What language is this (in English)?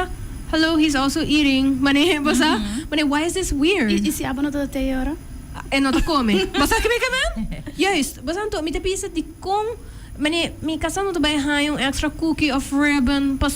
Papiamento